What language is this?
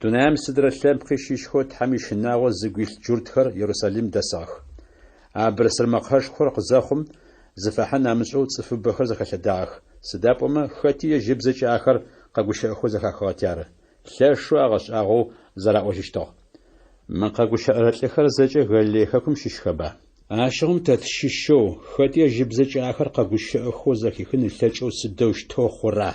Adyghe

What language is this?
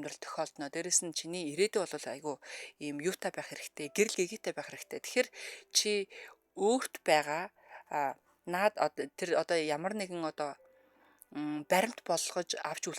Mongolian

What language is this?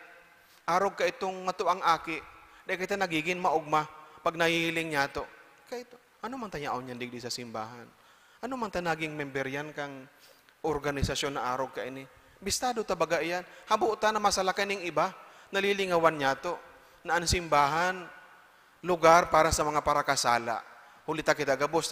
Bikol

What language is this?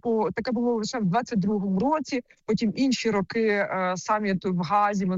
Ukrainian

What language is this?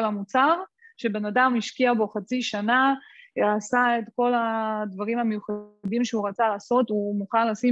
Hebrew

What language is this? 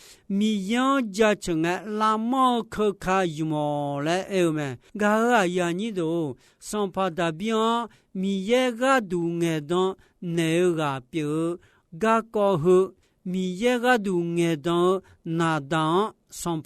Akha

